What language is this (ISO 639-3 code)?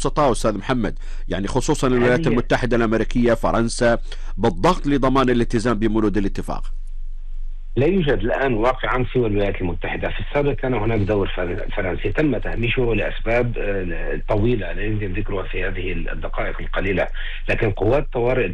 ara